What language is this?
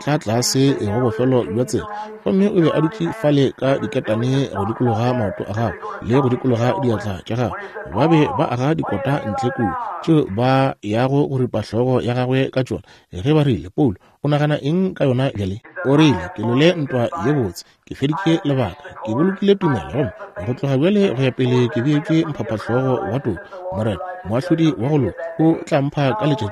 Northern Sotho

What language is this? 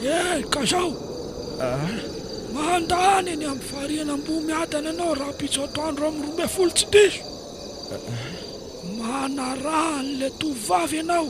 Malagasy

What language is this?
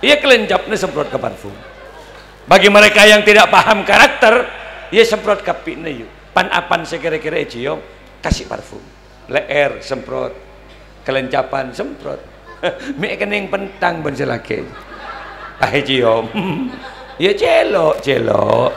Madurese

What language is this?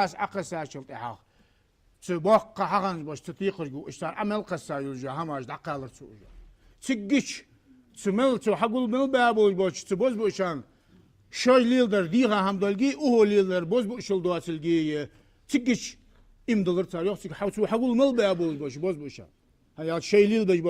Ingush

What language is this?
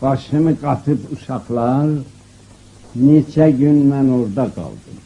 South Azerbaijani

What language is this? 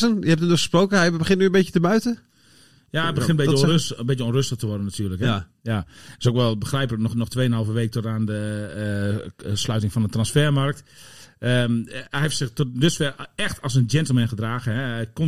Dutch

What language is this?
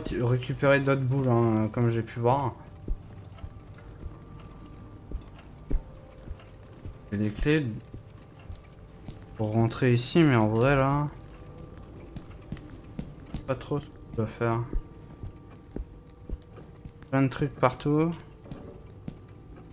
French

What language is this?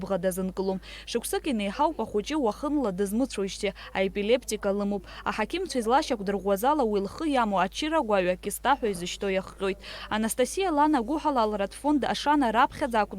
Abkhazian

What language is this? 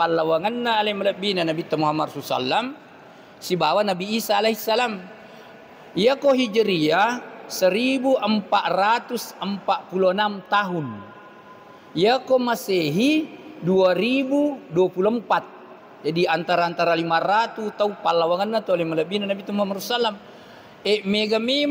Buginese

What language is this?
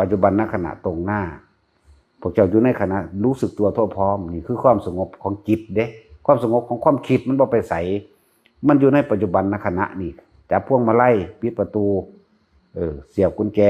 Northeastern Thai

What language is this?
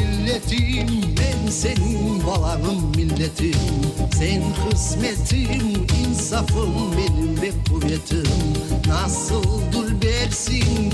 Crimean Tatar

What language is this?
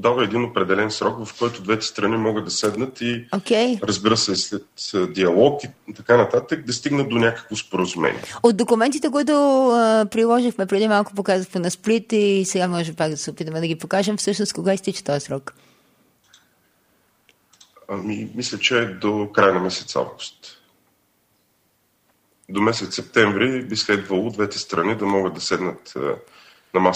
Bulgarian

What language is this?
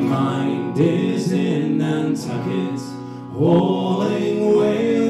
English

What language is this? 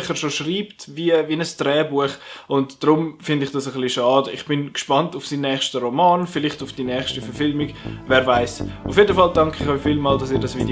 Swiss German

